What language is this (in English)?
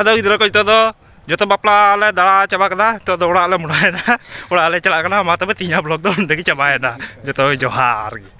Santali